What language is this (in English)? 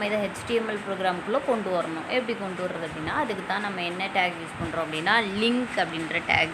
Tamil